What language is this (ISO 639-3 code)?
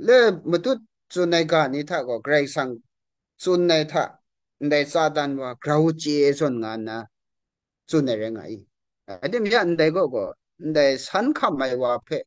kac